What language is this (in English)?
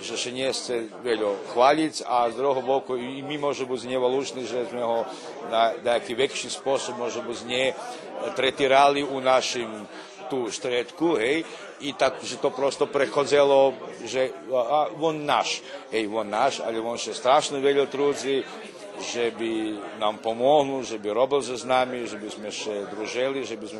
Rusyn